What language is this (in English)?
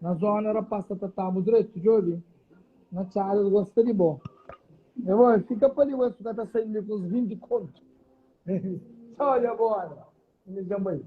Kabuverdianu